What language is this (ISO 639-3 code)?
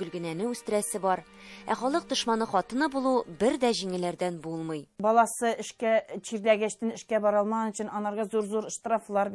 tat